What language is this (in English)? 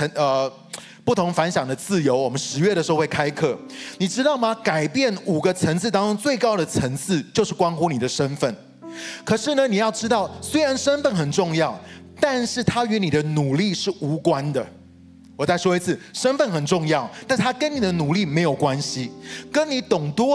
Chinese